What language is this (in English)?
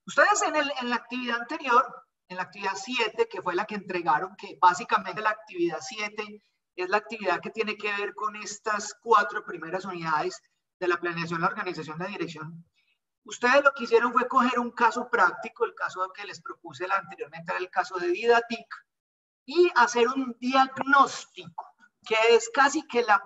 Spanish